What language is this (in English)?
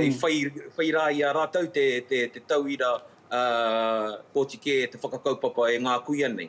Māori